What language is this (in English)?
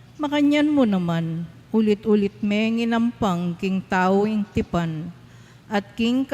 Pampanga